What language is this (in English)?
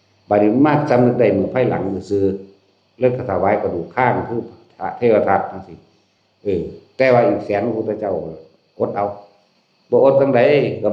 Northeastern Thai